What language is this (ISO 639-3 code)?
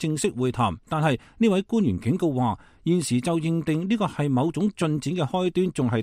yue